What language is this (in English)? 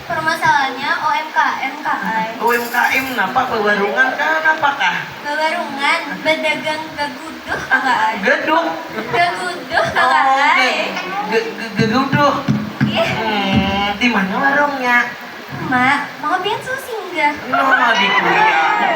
Banjar